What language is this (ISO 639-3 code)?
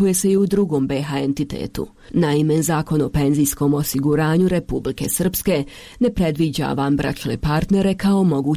hrv